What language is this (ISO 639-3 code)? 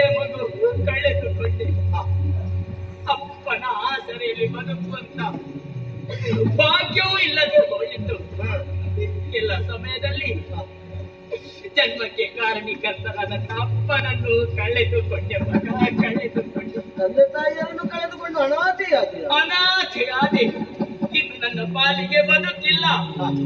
kan